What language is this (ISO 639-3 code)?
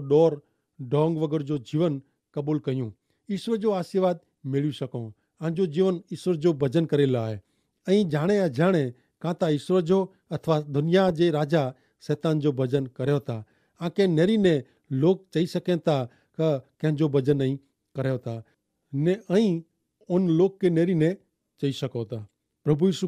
kfr